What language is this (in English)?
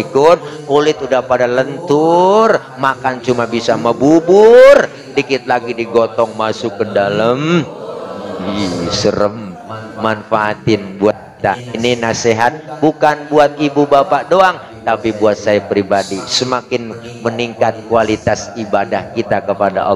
Betawi